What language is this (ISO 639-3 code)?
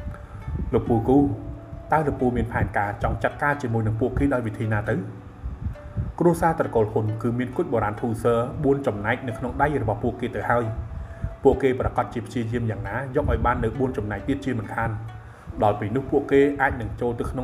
khm